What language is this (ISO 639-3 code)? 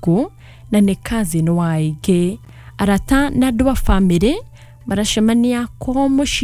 kik